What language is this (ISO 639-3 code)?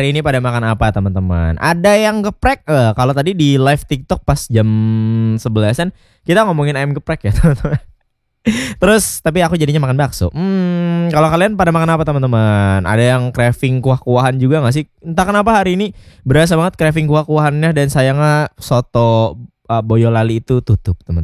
ind